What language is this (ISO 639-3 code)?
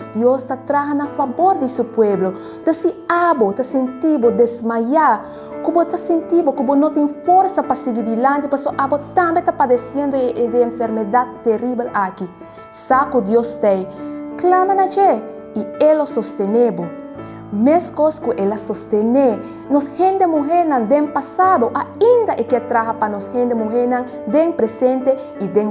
pap